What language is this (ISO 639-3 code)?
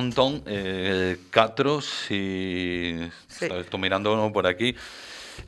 glg